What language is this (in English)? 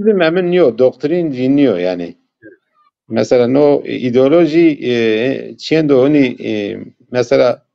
Zaza